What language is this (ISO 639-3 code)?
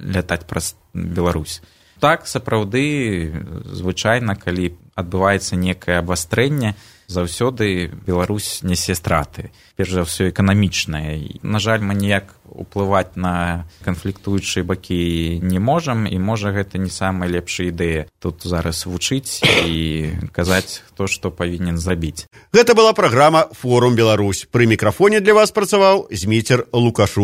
bel